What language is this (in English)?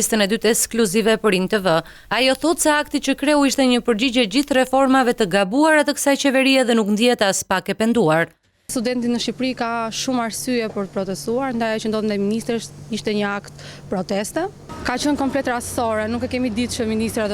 Albanian